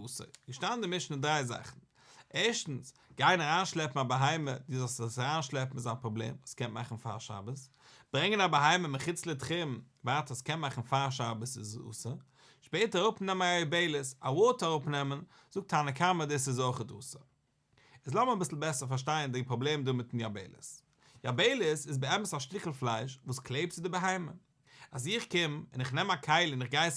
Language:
Yiddish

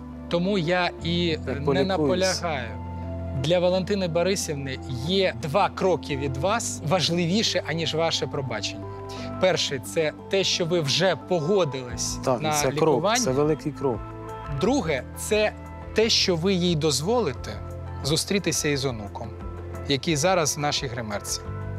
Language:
Ukrainian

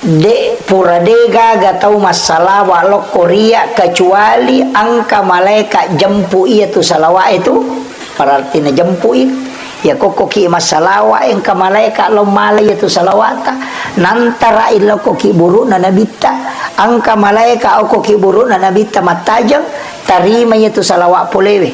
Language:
Buginese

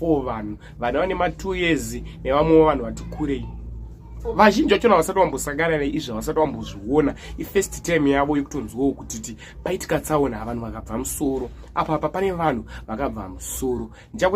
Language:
Shona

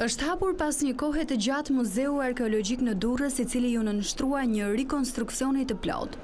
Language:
Albanian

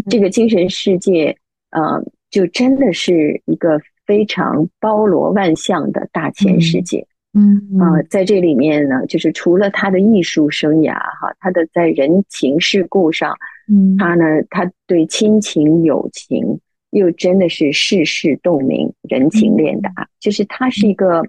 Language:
Chinese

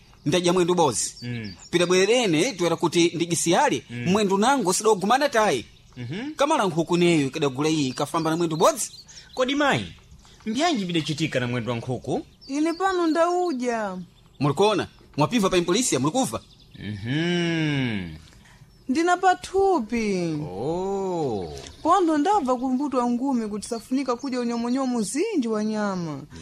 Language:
Sena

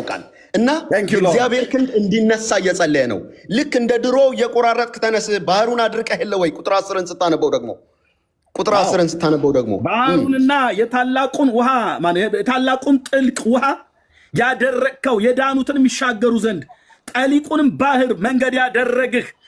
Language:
Amharic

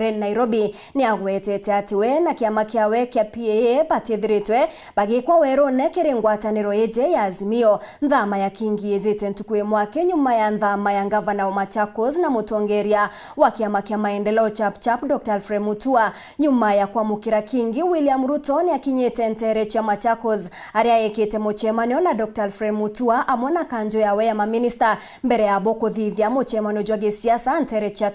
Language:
Meru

